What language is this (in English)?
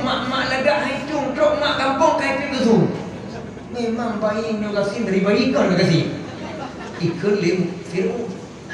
Achinese